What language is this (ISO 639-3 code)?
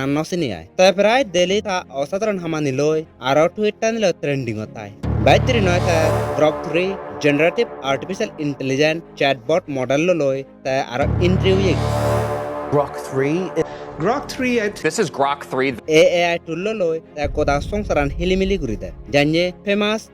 ccp